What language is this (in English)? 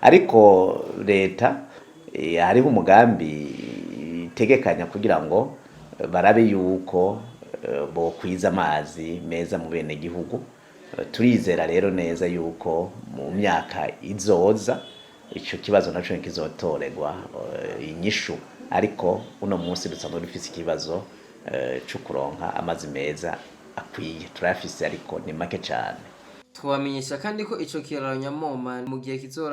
Rundi